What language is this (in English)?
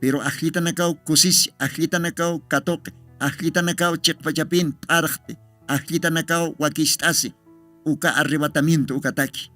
Aymara